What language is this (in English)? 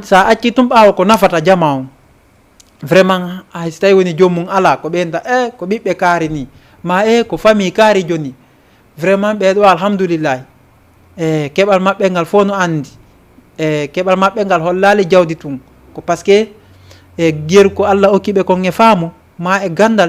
Fula